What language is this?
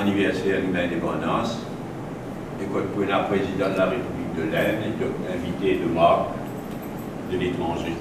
Morisyen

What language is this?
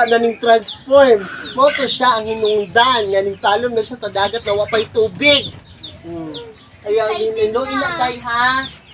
Cebuano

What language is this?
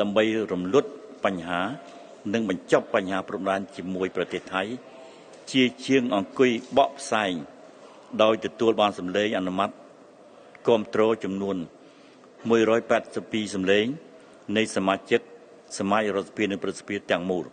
Khmer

